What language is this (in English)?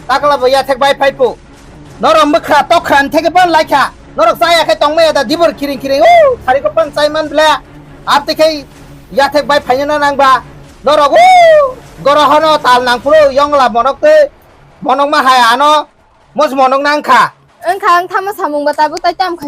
Kok Borok